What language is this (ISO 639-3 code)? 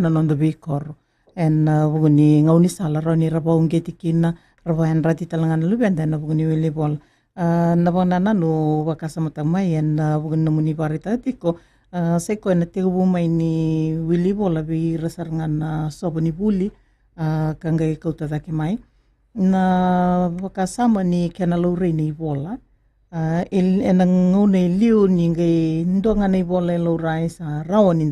fij